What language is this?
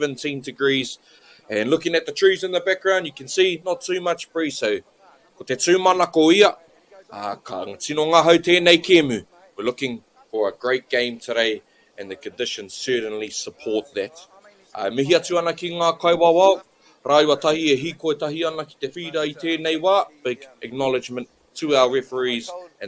Māori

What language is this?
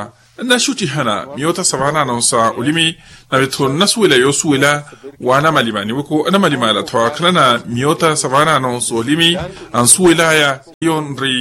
Makhuwa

